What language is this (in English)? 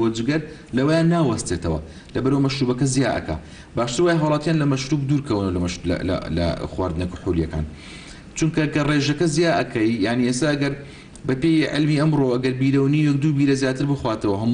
Central Kurdish